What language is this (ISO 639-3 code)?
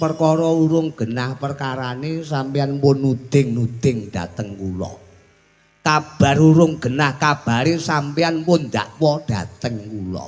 jav